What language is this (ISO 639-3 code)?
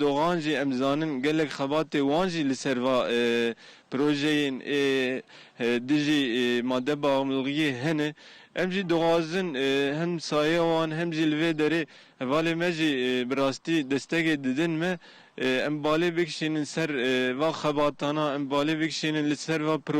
kur